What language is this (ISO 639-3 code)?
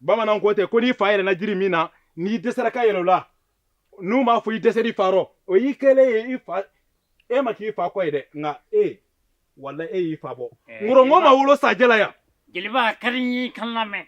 bam